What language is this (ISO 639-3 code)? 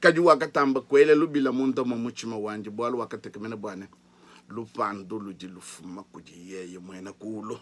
lua